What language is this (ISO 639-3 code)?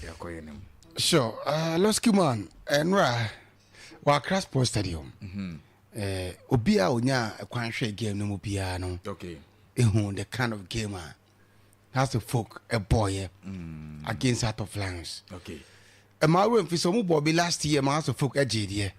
aka